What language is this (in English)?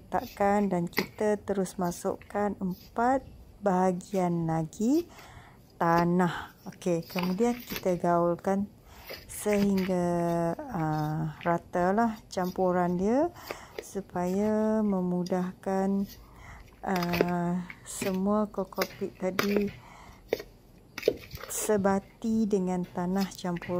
Malay